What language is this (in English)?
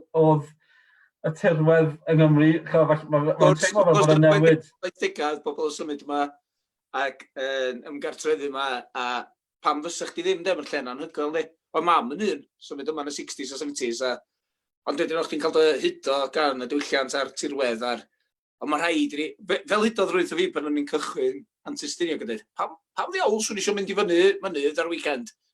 Welsh